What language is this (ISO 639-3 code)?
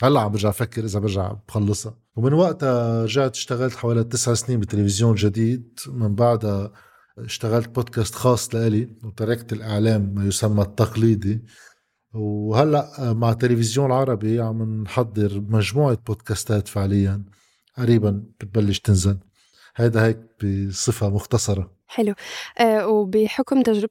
apc